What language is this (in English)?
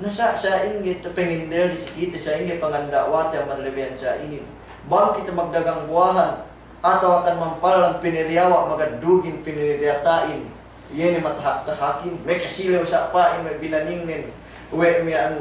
Yakan